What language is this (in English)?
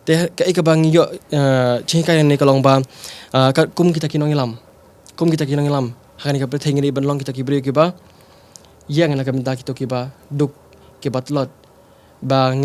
Khasi